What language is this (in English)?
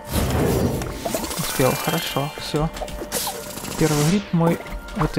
Russian